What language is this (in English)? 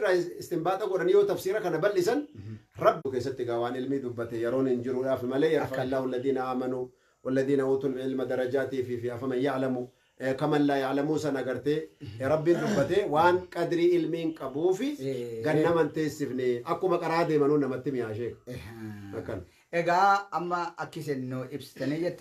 Oromo